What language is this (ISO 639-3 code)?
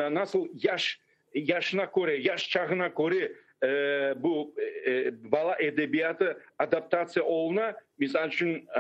crh